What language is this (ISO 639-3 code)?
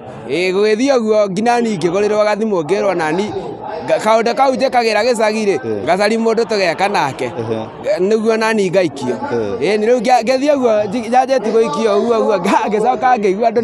kik